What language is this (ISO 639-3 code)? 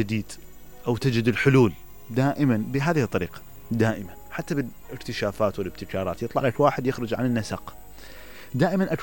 acm